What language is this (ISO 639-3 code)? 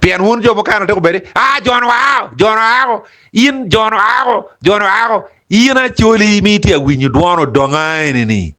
ach